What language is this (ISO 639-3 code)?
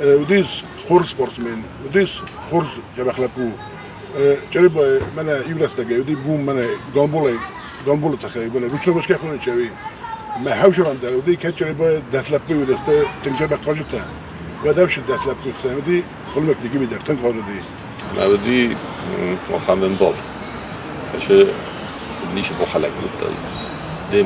oss